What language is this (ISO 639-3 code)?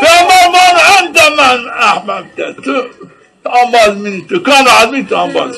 zza